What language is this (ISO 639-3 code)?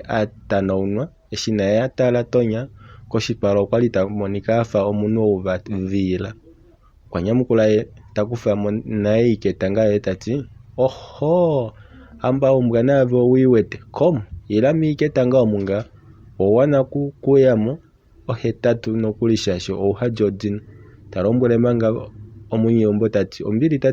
kua